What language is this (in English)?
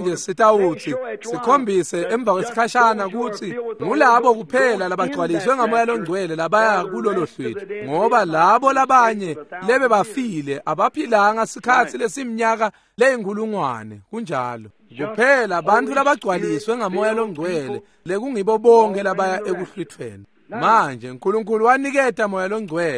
Swati